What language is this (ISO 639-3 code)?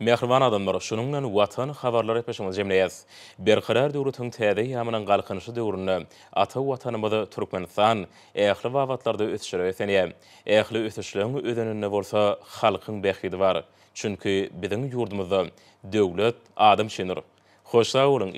tuk